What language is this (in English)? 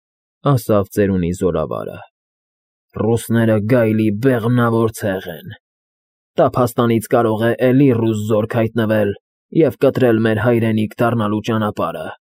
Armenian